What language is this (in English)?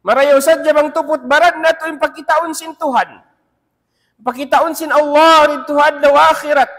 Tausug